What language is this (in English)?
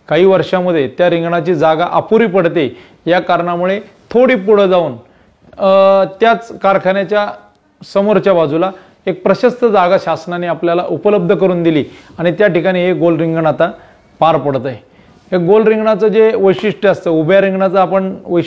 Marathi